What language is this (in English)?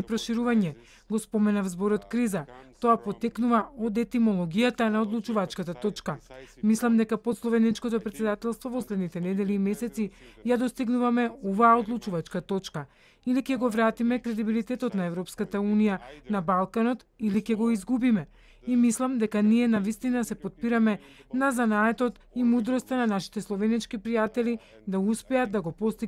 Macedonian